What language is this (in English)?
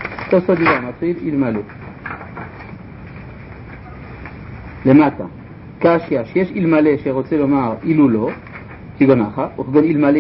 Hebrew